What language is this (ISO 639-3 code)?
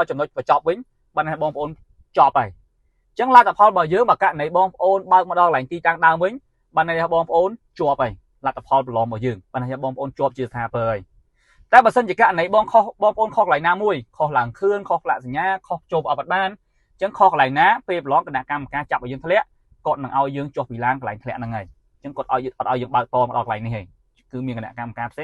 khm